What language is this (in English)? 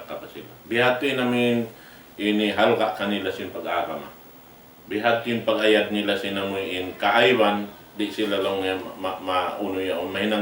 Tausug